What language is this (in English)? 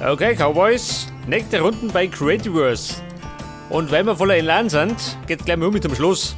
Bavarian